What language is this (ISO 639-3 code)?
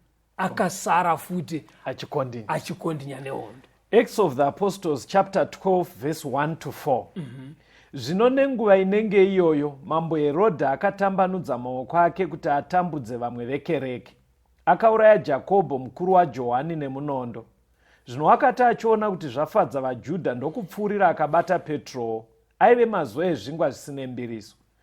sna